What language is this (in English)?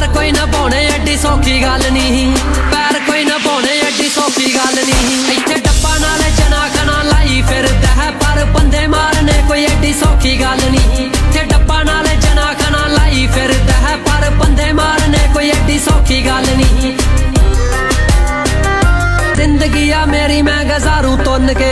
Punjabi